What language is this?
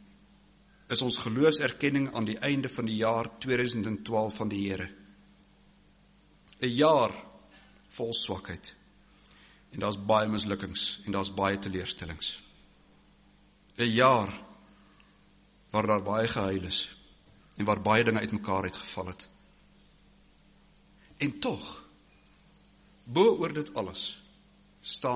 Afrikaans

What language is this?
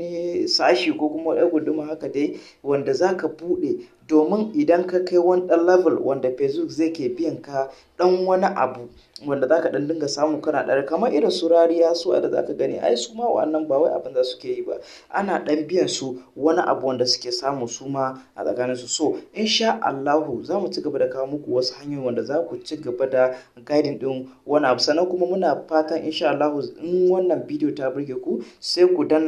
Hausa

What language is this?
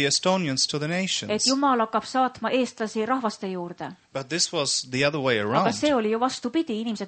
Estonian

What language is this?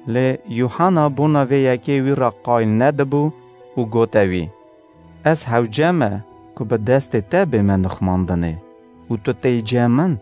Kurdish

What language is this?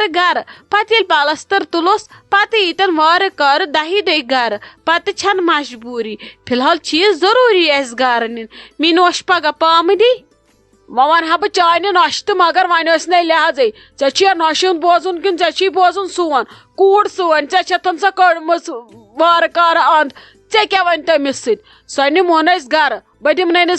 Kashmiri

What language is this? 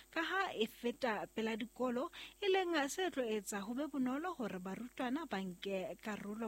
Southern Sotho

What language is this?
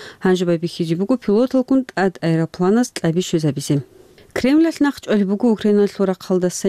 Avaric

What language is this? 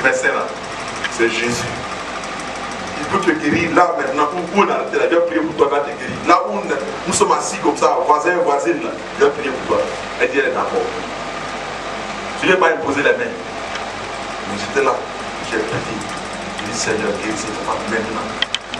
French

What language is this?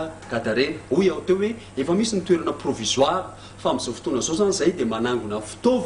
Malagasy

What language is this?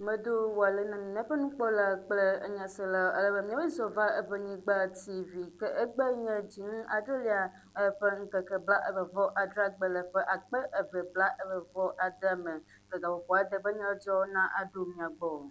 Ewe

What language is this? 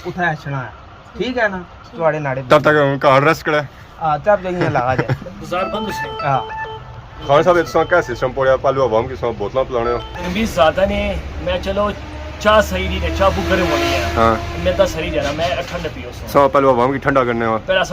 Pahari-Potwari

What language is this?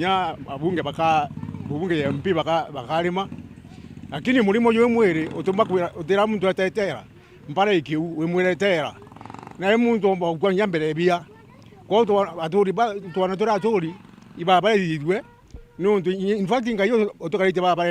Meru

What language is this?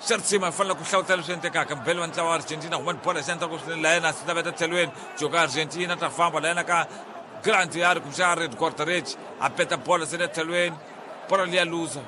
Tsonga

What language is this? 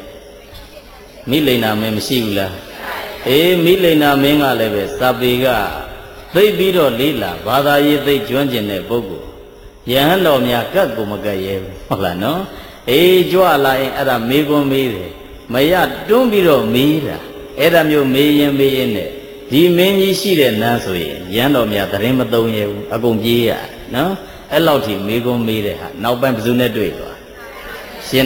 Burmese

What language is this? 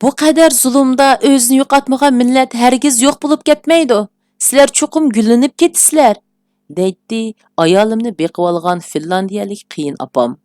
Uyghur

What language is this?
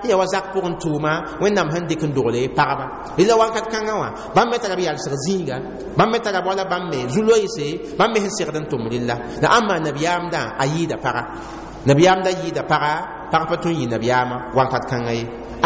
Mossi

